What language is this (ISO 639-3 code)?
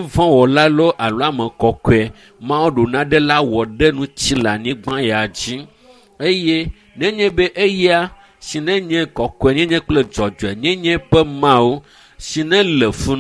ewe